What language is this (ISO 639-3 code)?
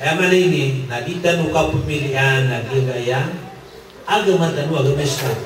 mrw